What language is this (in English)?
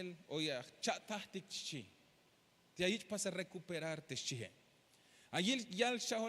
Tzeltal